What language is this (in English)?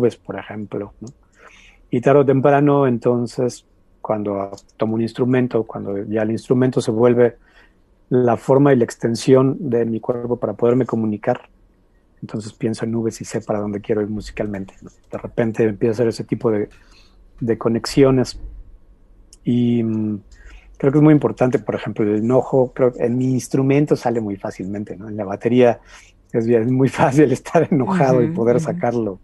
Spanish